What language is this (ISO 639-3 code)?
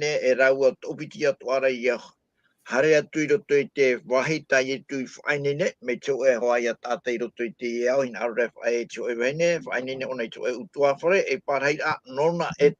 tah